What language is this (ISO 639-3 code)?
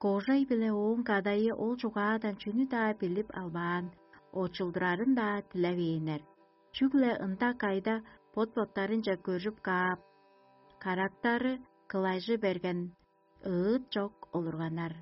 tyv